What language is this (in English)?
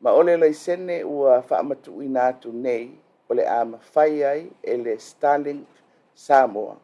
Samoan